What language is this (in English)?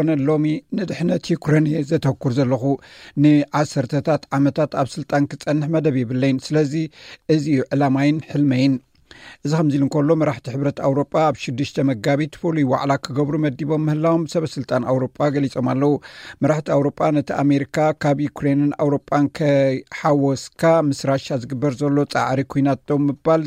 Tigrinya